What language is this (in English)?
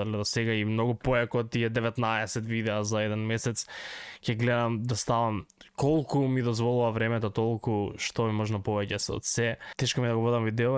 Macedonian